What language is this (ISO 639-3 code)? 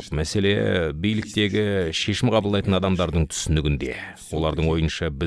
kaz